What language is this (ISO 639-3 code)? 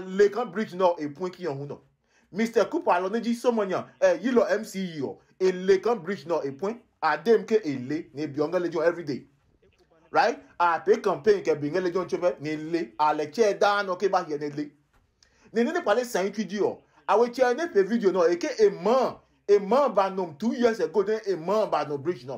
ada